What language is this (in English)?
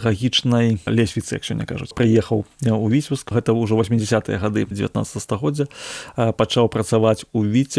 Belarusian